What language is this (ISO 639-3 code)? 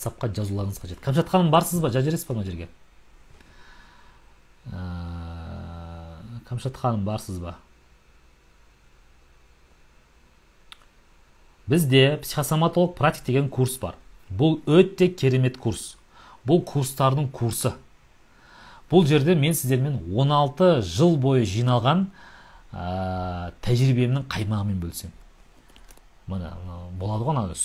kaz